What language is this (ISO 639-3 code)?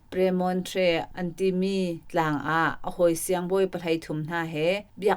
cnh